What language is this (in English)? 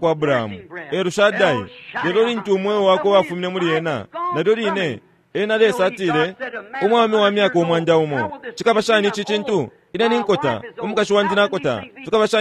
Bemba